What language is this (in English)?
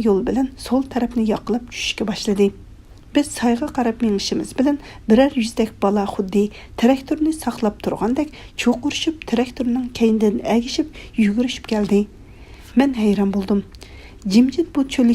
Uyghur